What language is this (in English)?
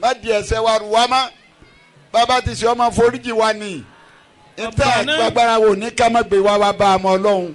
Yoruba